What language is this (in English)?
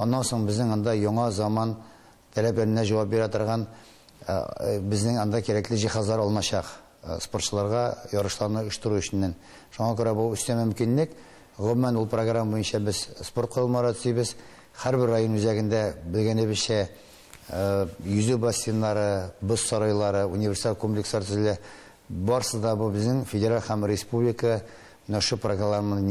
Tatar